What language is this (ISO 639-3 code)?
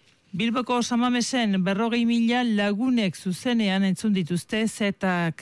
eus